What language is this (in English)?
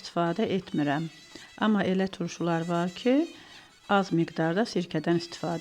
Azerbaijani